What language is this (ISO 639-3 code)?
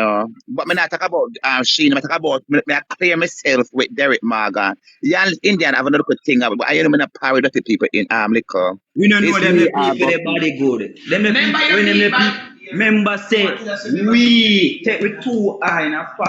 jam